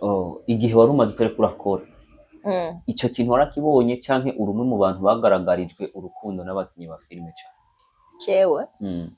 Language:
Rundi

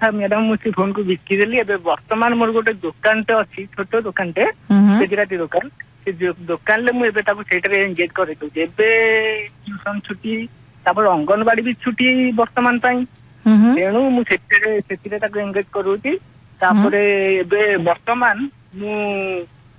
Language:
Odia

